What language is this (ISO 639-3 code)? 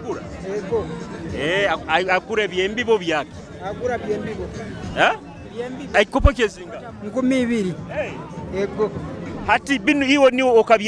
nyo